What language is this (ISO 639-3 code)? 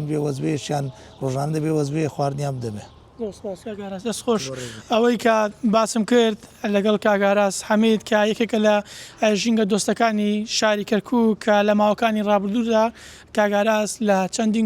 ckb